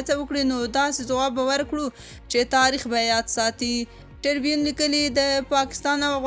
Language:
Pashto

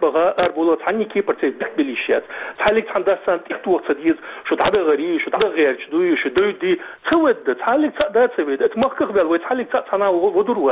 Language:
Chechen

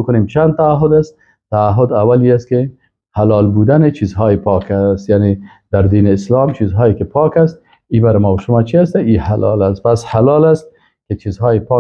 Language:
Persian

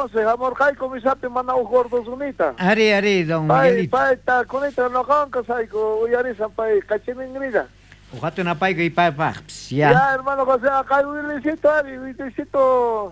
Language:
South Bolivian Quechua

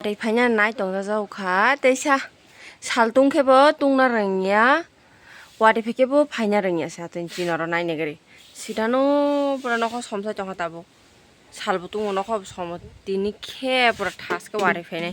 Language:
Kok Borok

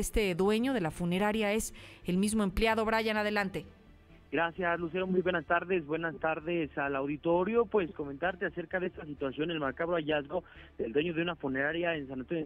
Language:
Spanish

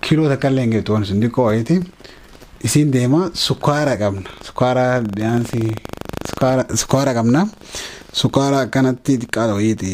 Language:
Oromo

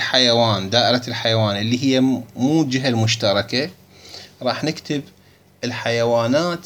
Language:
Moroccan Arabic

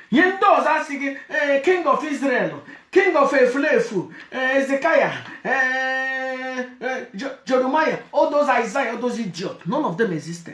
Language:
Igbo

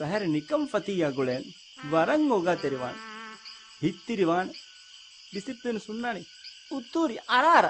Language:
Divehi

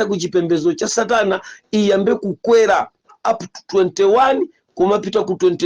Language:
Nyanja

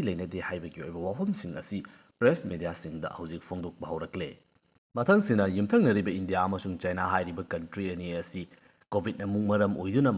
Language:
Manipuri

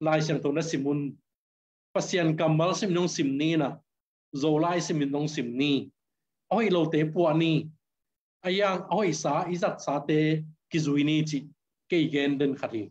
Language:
Tedim Chin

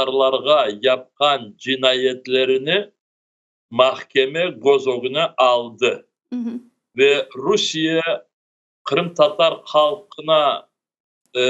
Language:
Crimean Tatar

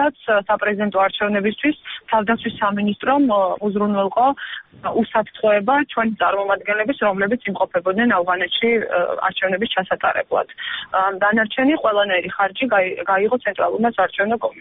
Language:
Georgian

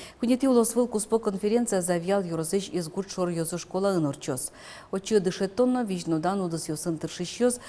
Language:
Udmurt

